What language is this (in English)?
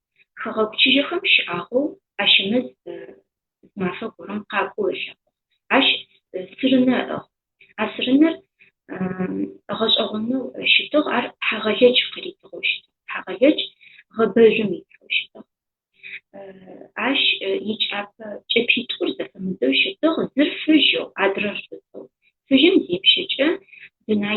Adyghe